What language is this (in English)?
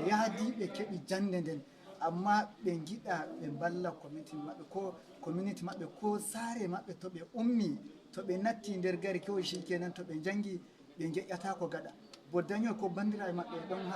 Nigerian Fulfulde